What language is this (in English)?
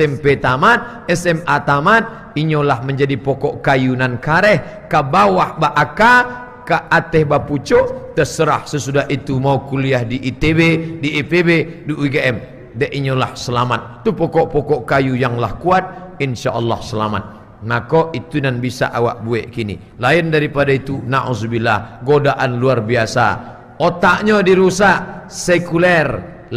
Minangkabau